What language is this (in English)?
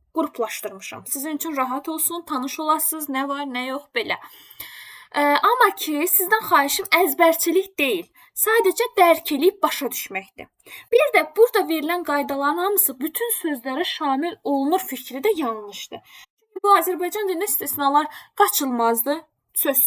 Azerbaijani